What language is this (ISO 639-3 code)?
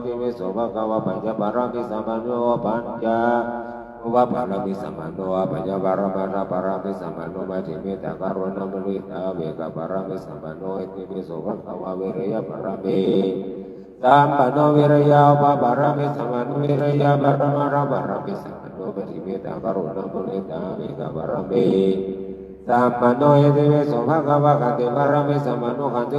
pli